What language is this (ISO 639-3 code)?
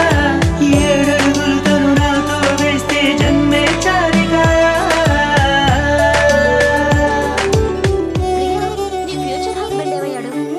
tel